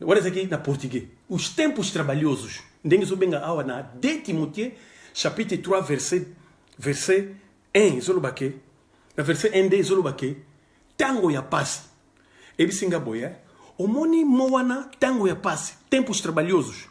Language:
Lingala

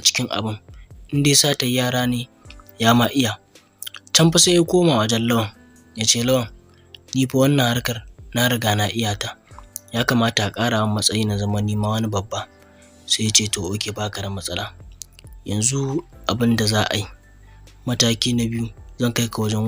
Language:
Hausa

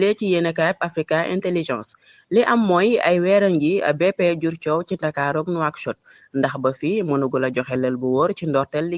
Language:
Wolof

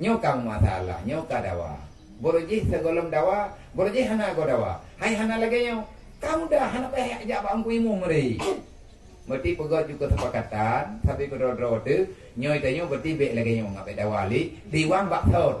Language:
Achinese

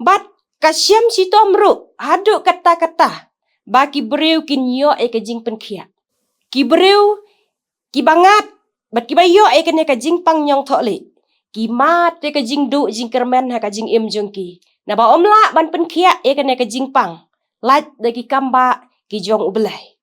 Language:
Khasi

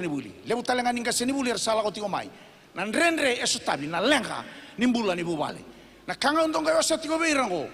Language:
Fijian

